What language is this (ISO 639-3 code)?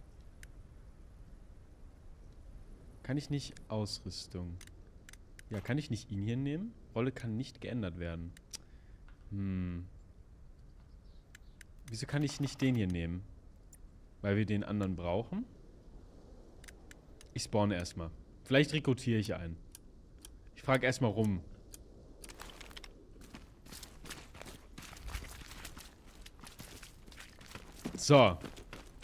deu